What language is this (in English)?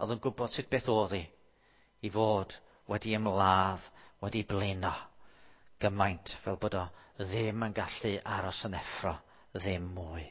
Welsh